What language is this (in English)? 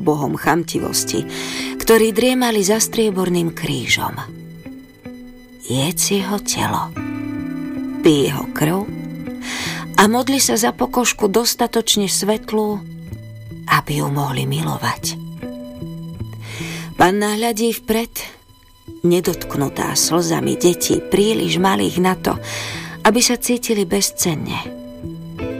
Slovak